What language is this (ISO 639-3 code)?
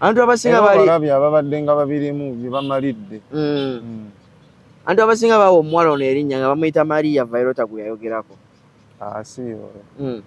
lug